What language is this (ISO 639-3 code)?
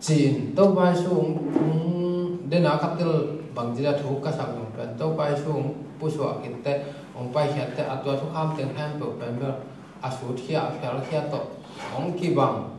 ctd